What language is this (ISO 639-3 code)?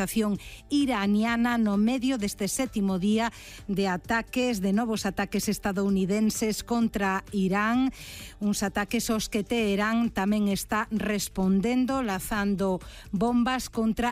glg